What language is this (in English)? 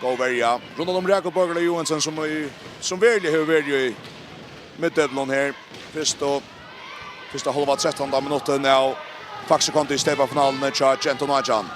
Faroese